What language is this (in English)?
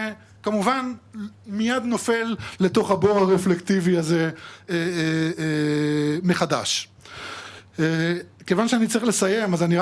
Hebrew